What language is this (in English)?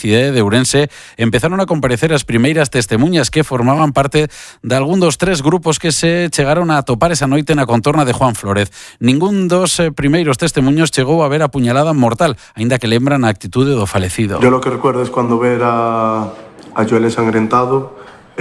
Galician